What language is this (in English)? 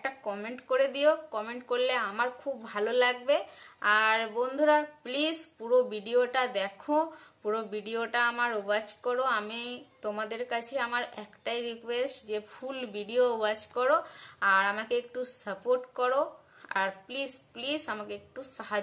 Bangla